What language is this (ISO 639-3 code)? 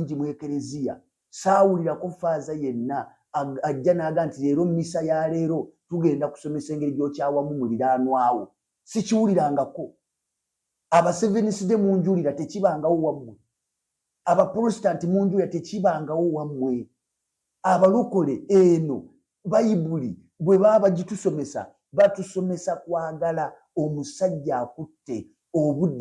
lug